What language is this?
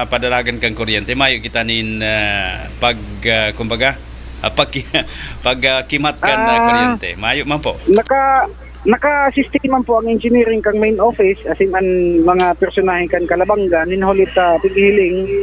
Bikol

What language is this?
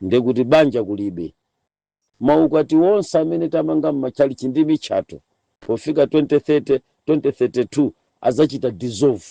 Nyanja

